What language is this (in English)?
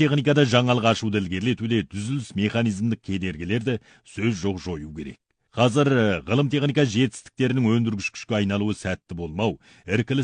Kazakh